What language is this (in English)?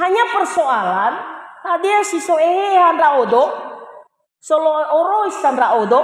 Nias